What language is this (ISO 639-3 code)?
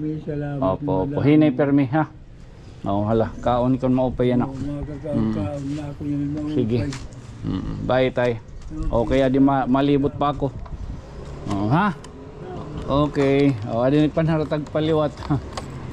war